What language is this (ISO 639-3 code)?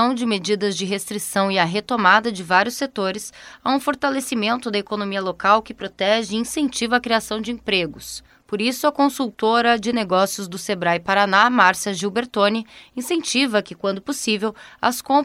por